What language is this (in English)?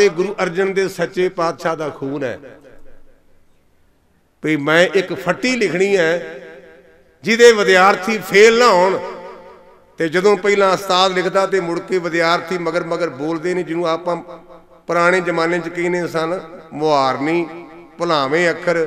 Punjabi